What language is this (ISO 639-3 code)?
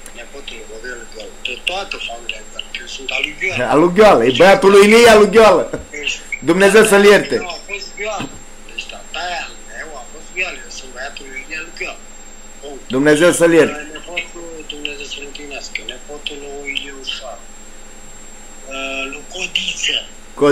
ron